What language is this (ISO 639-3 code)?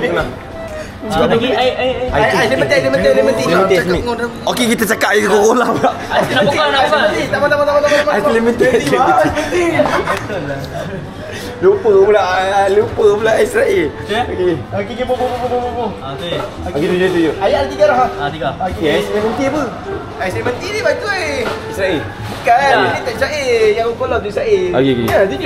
msa